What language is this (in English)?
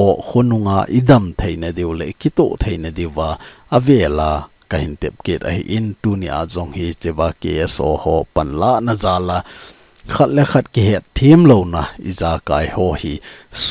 Thado Chin